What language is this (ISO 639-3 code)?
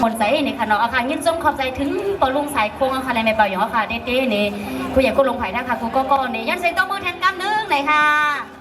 shn